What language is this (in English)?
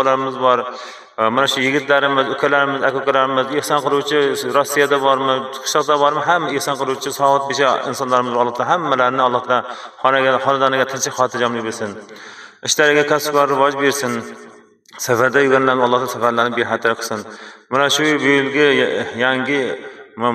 Uzbek